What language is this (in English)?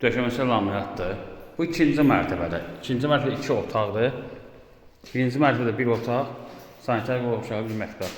Azerbaijani